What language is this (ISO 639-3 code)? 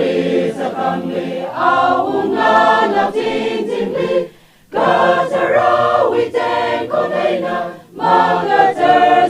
nmf